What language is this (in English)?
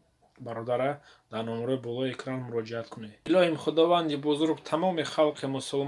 Tajik